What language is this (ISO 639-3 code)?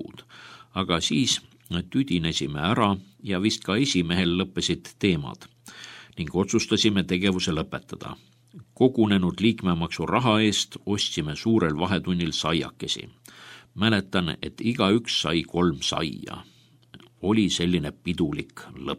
est